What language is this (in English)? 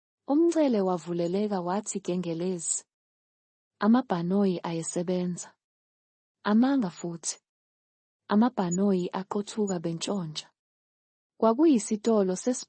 Zulu